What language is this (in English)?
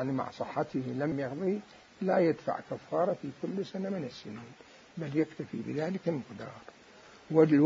Mesopotamian Arabic